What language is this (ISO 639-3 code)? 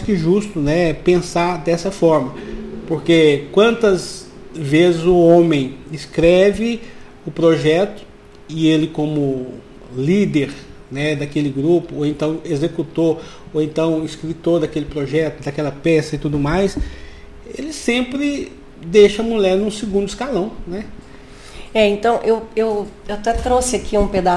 por